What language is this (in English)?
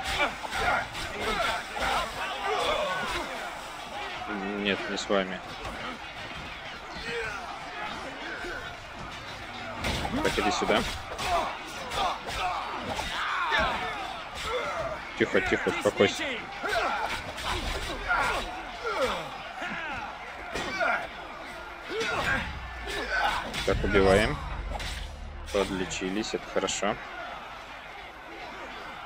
Russian